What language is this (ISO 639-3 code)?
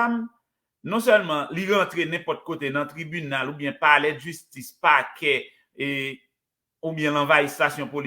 hat